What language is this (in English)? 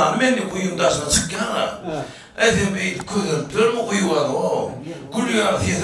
Turkmen